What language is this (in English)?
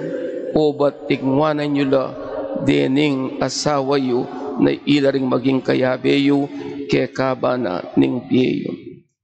Pampanga